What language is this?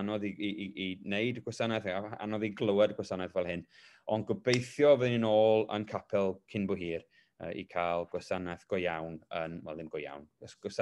Welsh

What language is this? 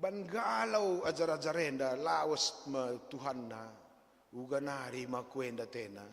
Batak Karo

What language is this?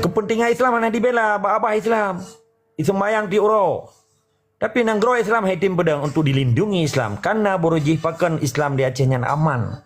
Achinese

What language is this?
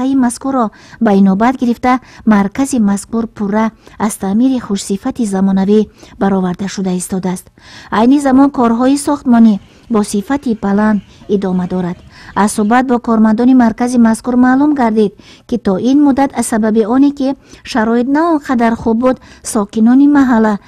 Tajik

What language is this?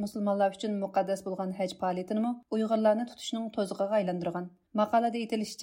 Uyghur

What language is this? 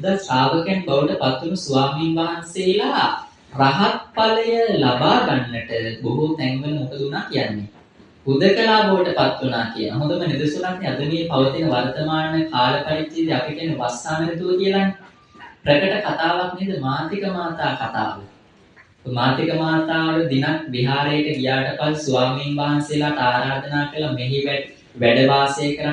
Sinhala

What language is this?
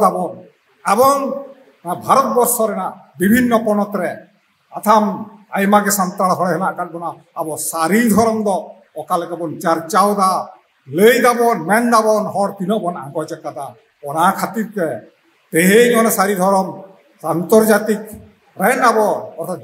Santali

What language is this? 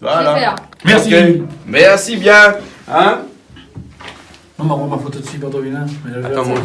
Réunion Creole French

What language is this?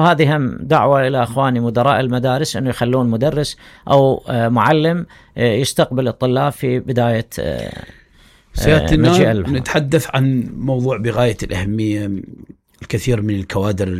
Mesopotamian Arabic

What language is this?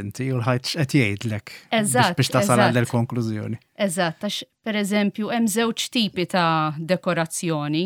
Maltese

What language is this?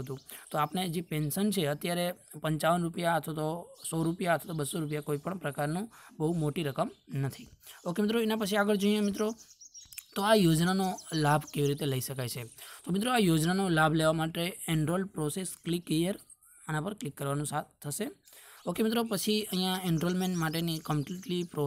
Gujarati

